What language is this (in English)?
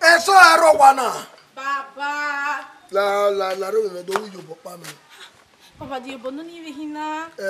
Bini